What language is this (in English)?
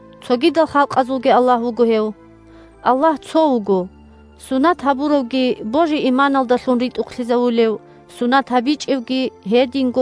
Avaric